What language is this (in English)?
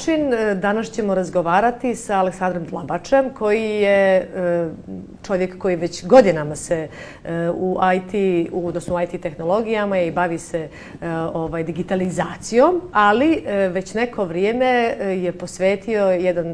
Bosnian